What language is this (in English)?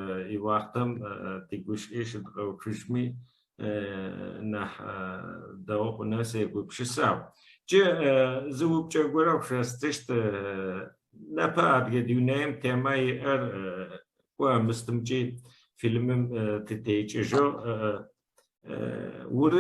Adyghe